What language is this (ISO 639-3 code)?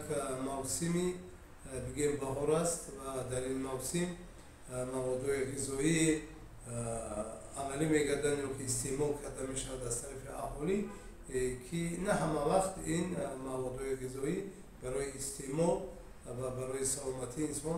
tgk